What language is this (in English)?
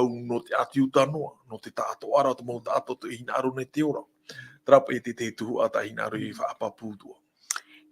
Tahitian